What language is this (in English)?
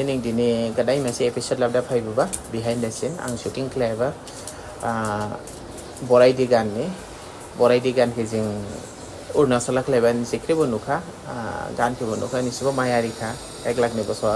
Dimasa